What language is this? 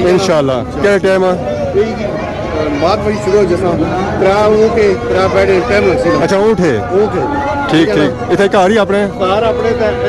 Pahari-Potwari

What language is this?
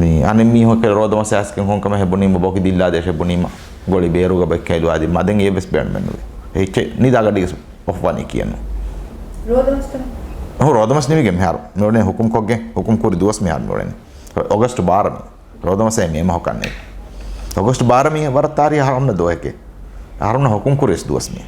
Divehi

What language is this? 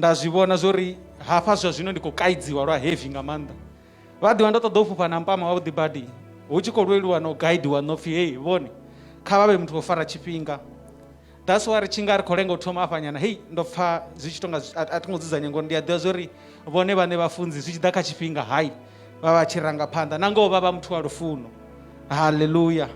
Venda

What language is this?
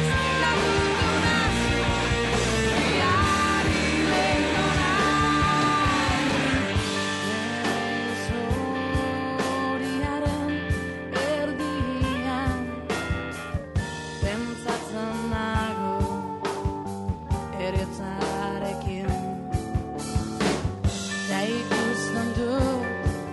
Basque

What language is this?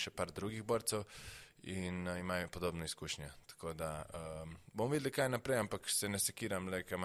Slovenian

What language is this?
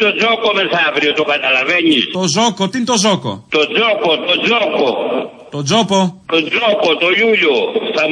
Greek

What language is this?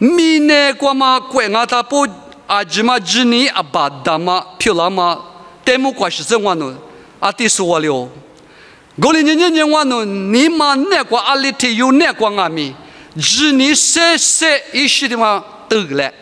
Lisu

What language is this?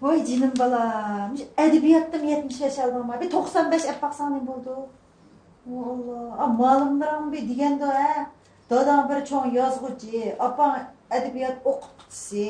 Uyghur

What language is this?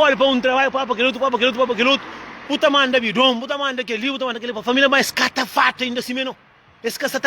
Kabuverdianu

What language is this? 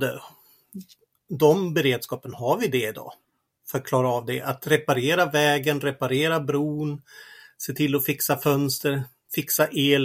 Swedish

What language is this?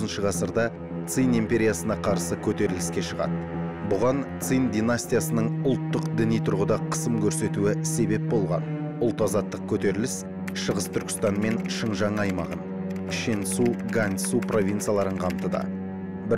Kazakh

